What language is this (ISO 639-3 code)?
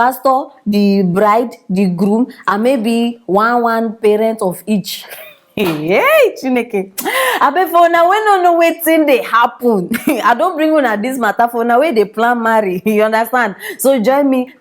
pcm